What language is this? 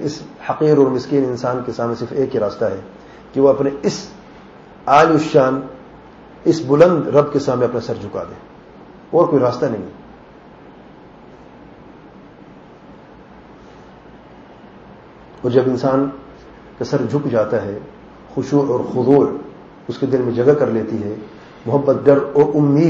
Urdu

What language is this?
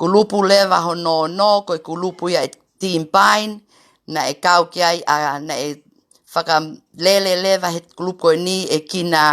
Tongan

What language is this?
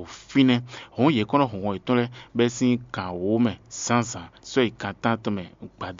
Fon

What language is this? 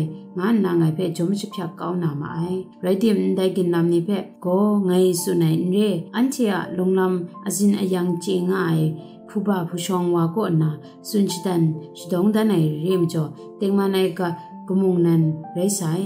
Kachin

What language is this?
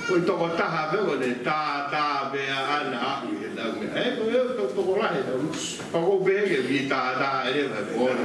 Tongan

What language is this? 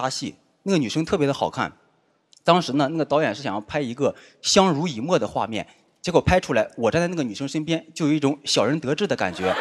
Chinese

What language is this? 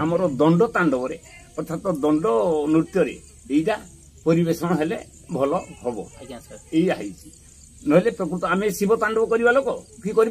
Odia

